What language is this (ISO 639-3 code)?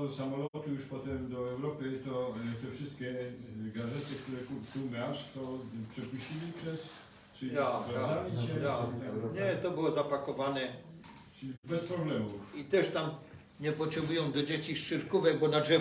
szl